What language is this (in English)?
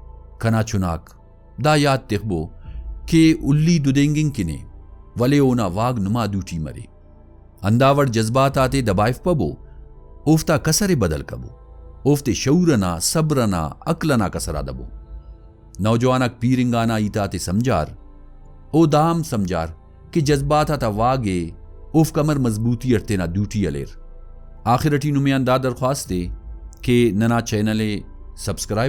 Brahui